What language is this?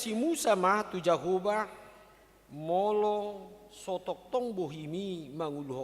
Batak Toba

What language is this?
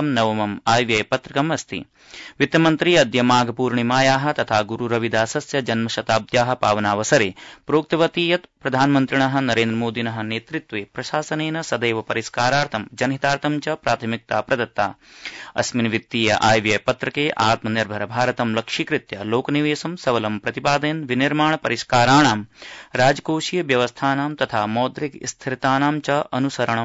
Sanskrit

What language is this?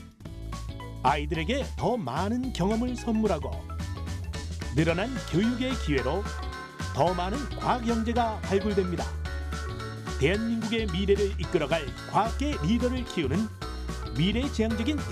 Korean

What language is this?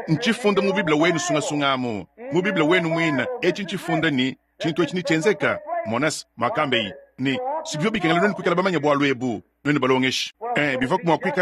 Luba-Lulua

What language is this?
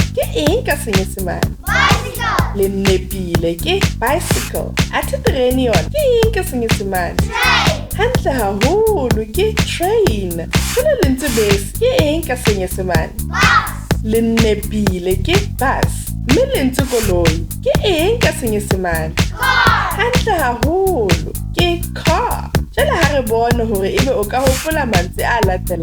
Southern Sotho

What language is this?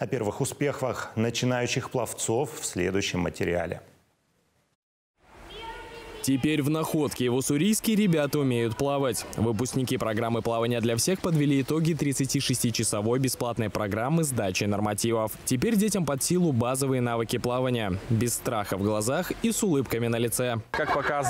Russian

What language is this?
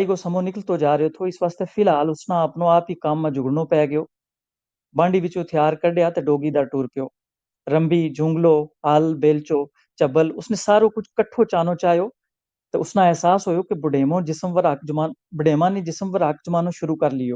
Gujari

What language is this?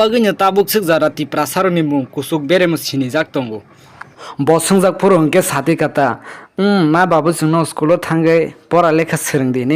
Kok Borok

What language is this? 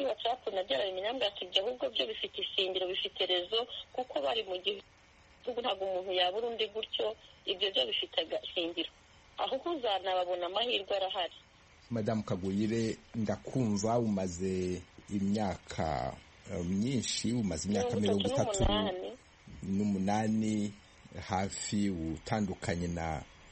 Kinyarwanda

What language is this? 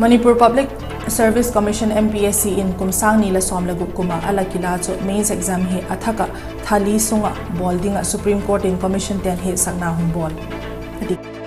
Vaiphei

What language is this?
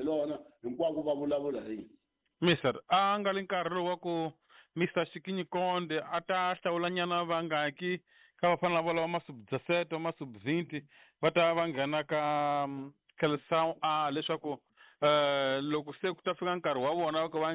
Tsonga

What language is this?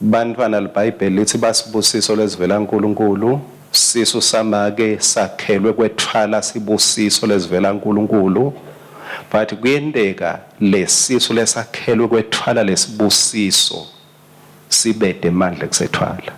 Swati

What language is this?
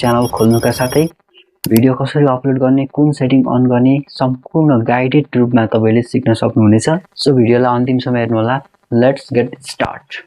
Nepali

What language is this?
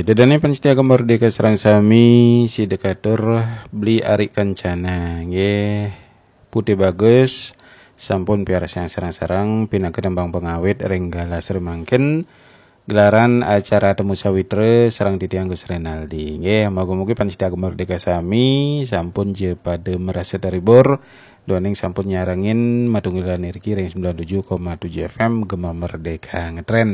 Balinese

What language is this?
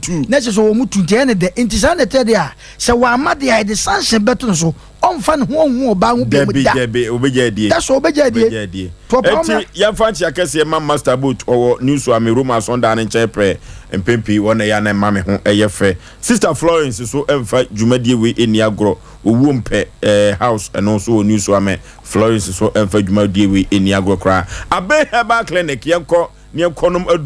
Akan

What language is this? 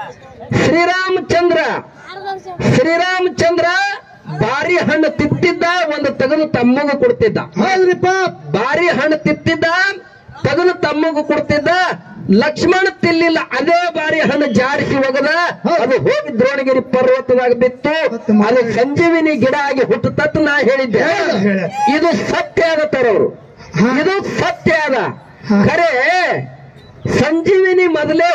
Kannada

